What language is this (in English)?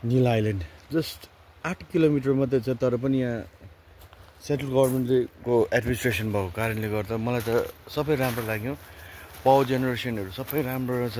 Nepali